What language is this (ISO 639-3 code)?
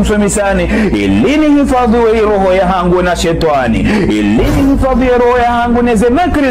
zdj